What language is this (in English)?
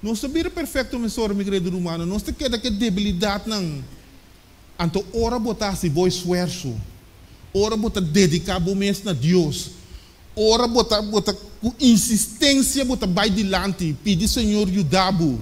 Papiamento